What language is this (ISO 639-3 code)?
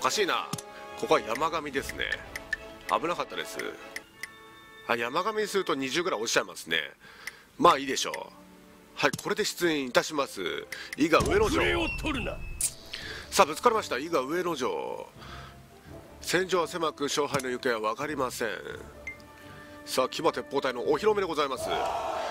jpn